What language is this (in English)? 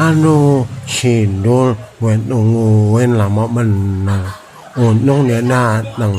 Betawi